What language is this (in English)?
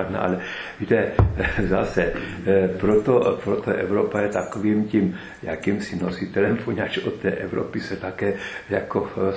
Czech